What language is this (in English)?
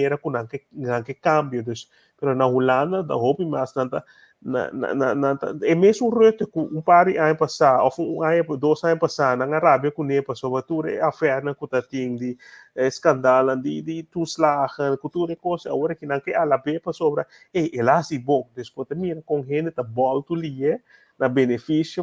Papiamento